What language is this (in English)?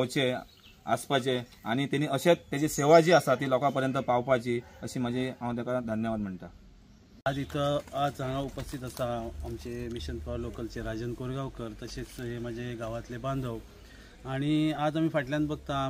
Konkani